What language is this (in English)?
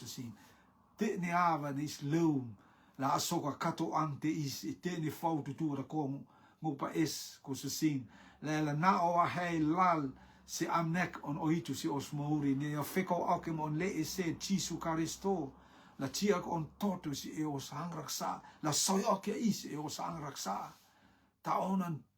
Rotuman